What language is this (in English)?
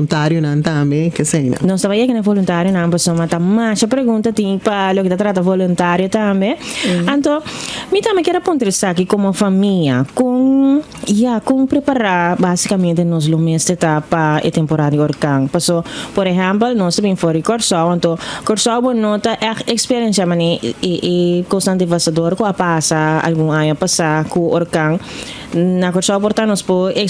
Papiamento